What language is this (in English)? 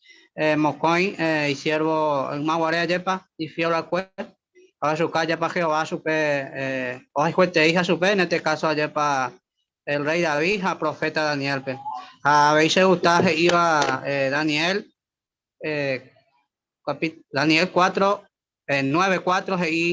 Guarani